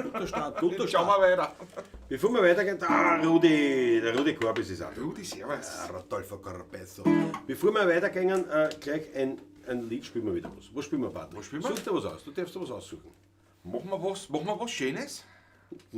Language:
Bavarian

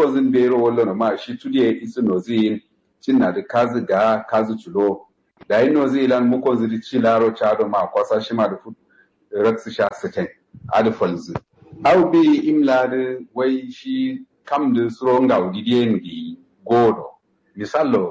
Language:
Kanuri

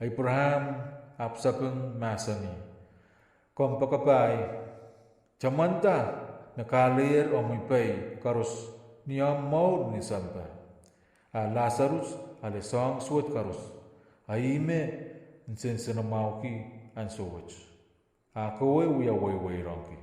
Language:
Pohnpeian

